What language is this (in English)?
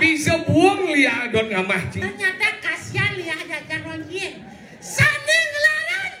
Balinese